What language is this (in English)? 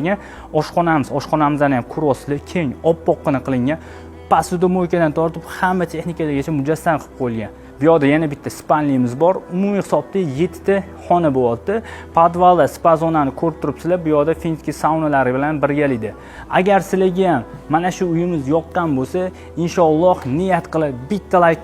Uzbek